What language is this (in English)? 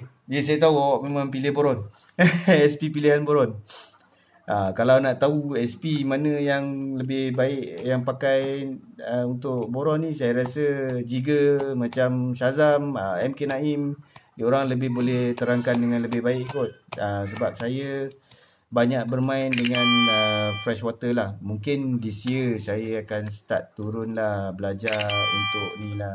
Malay